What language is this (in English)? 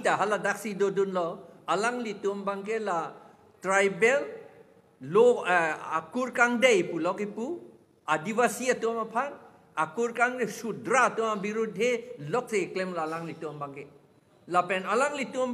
Karbi